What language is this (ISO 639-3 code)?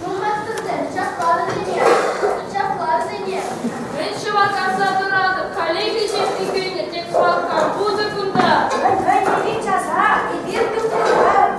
chv